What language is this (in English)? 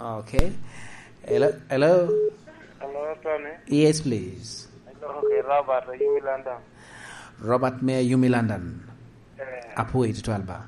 Lango (Uganda)